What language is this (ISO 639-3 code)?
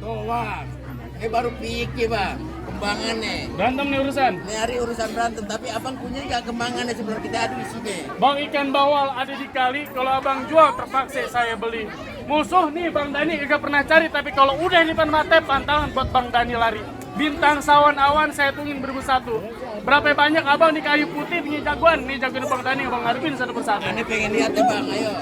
bew